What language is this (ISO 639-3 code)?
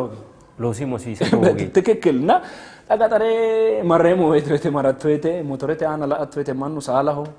sid